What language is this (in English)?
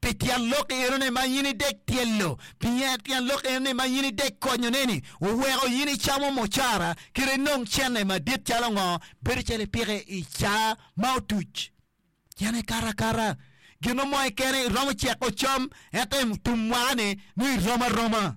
Acoli